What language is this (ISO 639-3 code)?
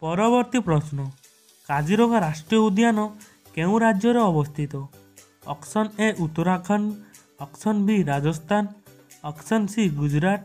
ori